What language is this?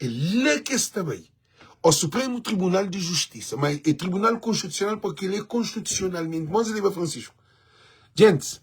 Kabuverdianu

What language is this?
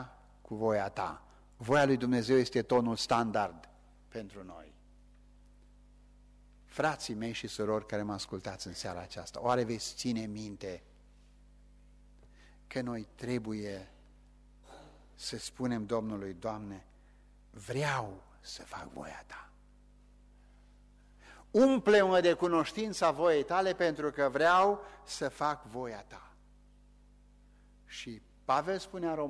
Romanian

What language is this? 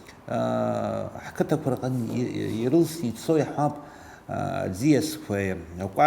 Abkhazian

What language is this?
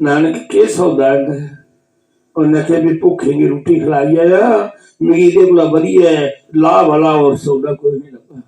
Dogri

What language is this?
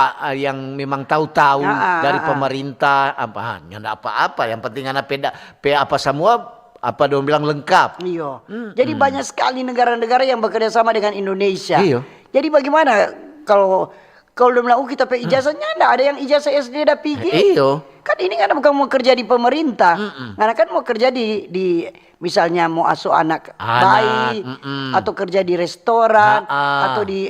Manado Malay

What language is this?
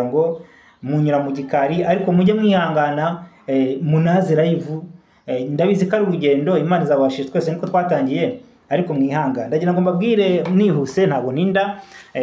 Kinyarwanda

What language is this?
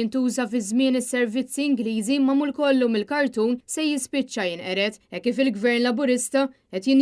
Maltese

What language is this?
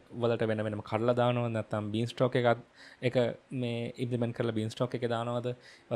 Sinhala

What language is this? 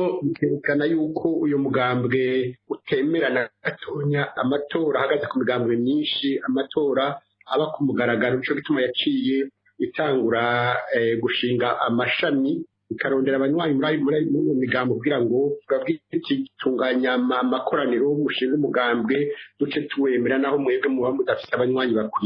Rundi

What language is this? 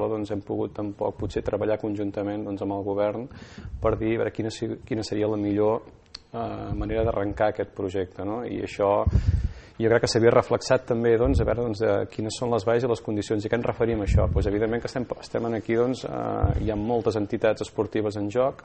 Catalan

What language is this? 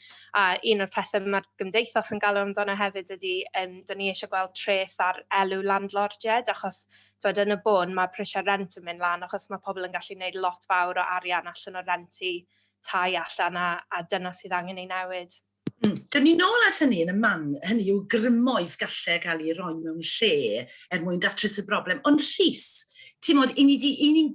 Welsh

